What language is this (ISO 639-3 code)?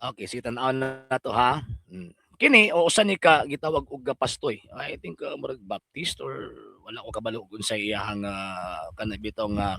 ceb